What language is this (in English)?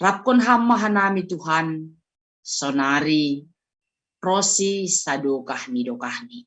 Batak Simalungun